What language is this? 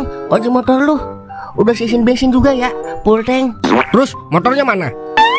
Betawi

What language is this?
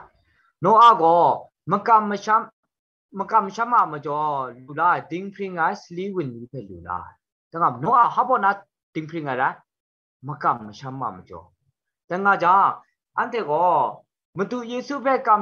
Kachin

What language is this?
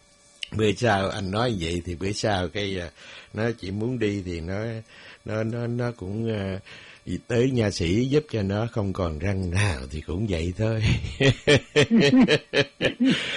Vietnamese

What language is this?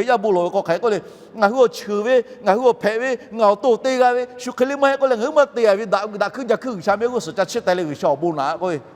Lahu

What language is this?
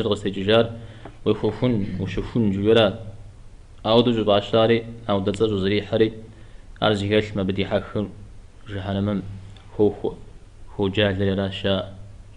Kabardian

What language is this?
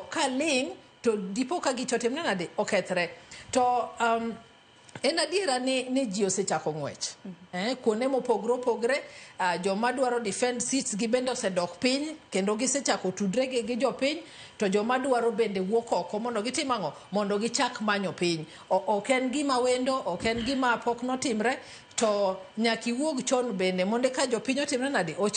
Luo (Kenya and Tanzania)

